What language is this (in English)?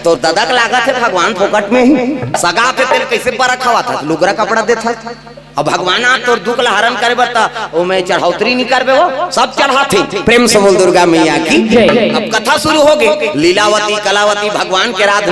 Chhattisgarhi